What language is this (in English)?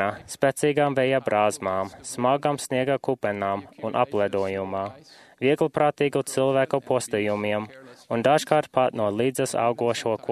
Latvian